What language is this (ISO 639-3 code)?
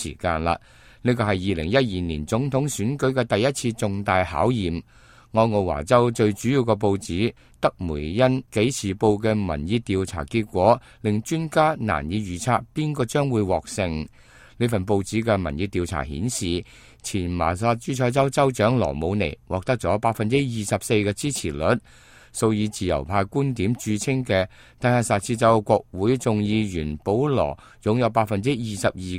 yue